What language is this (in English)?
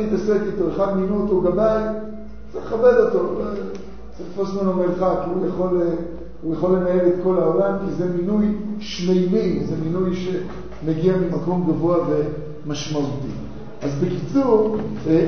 Hebrew